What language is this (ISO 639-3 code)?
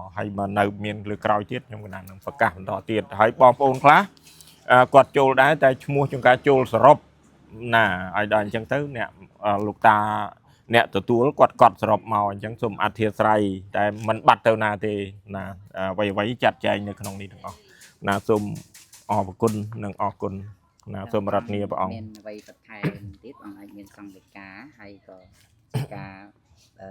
khm